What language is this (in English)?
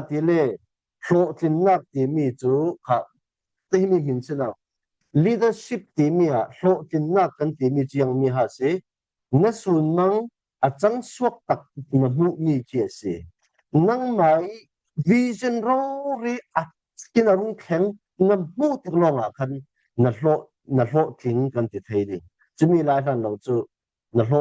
Falam Chin